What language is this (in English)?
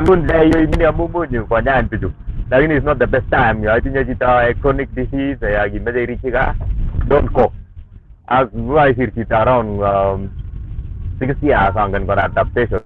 Kalenjin